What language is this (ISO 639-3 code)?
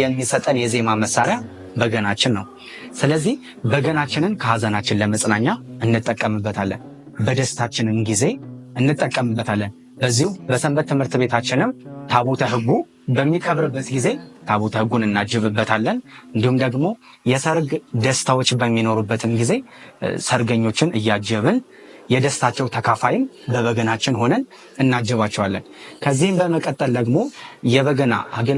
amh